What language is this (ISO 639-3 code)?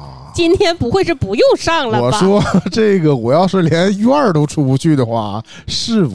zho